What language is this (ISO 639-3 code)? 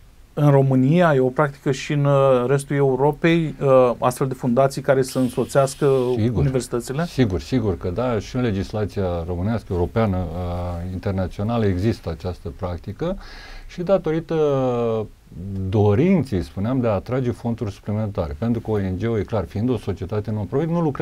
ron